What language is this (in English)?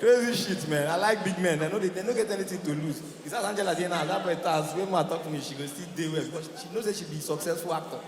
Nigerian Pidgin